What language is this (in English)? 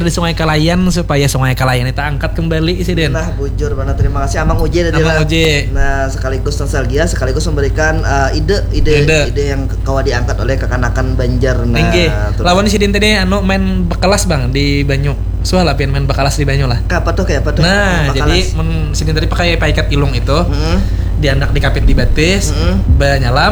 Banjar